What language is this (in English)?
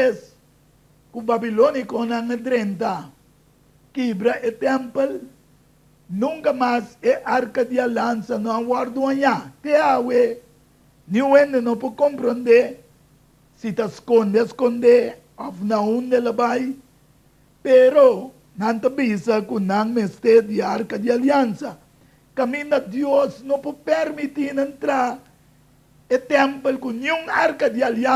Papiamento